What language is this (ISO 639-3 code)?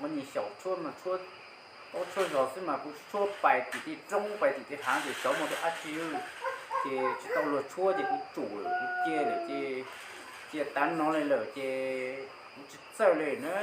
hmn